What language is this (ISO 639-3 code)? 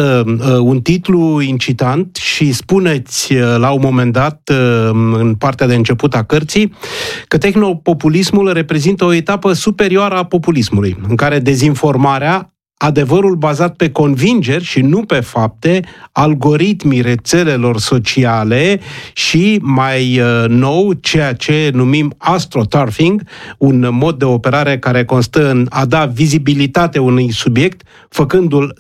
ron